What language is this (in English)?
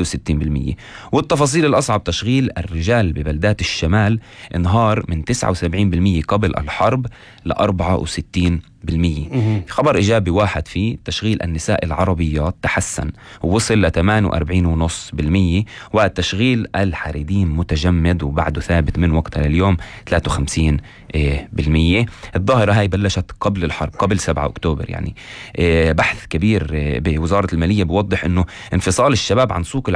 North Levantine Arabic